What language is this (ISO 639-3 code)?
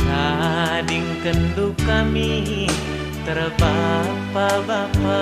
btx